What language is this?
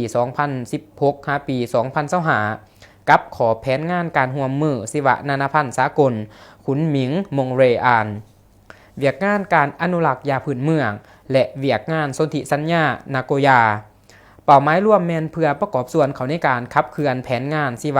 Lao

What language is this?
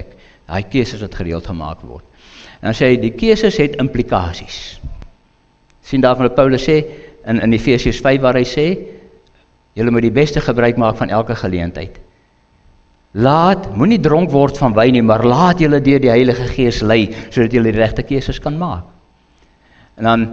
Afrikaans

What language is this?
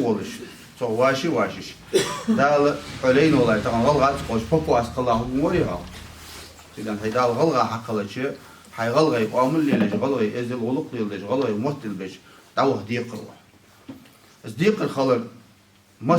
Ingush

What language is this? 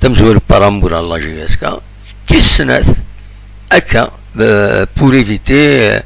Kabyle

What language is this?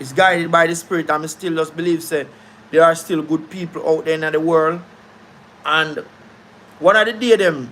Jamaican Creole English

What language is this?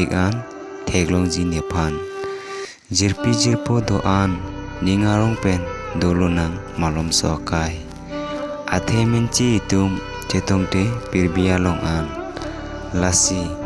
Karbi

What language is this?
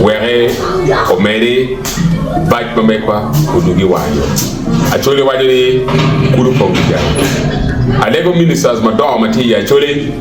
Acoli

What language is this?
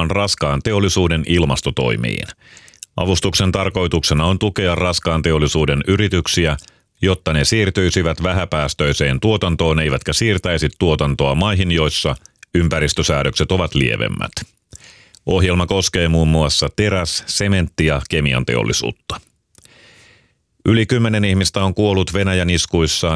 Finnish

